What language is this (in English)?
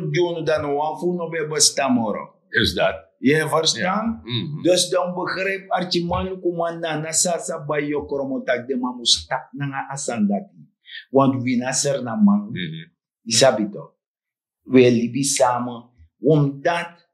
Sranan Tongo